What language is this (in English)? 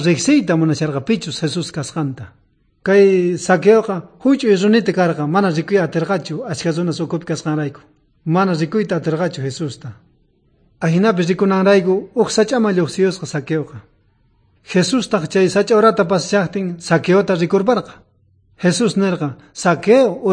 South Bolivian Quechua